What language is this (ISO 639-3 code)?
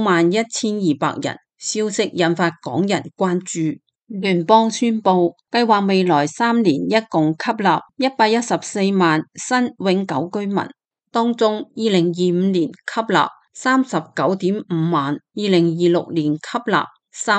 yue